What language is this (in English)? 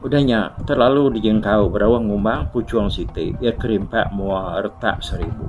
Iban